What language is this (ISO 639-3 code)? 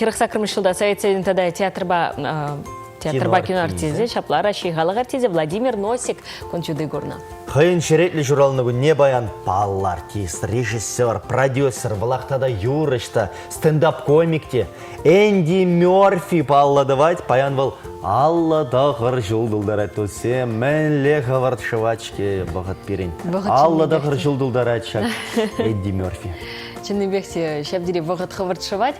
chv